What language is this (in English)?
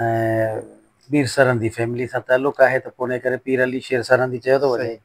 Sindhi